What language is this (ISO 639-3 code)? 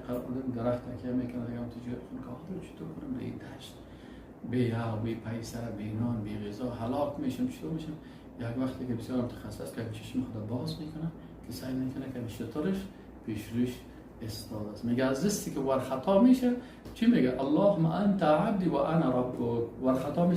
fas